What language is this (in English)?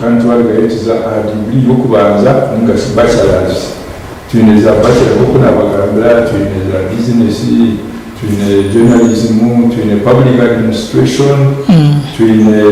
Nyankole